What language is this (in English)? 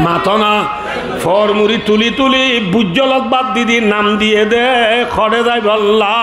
Rohingya